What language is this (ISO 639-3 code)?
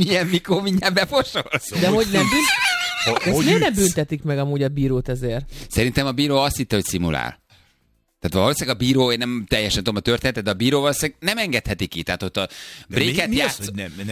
hun